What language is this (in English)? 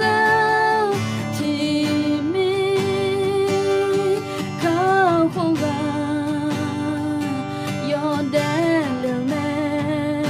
Akha